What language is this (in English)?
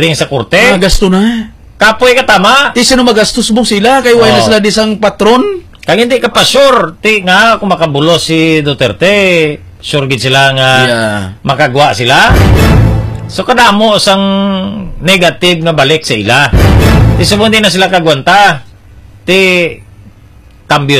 Hiligaynon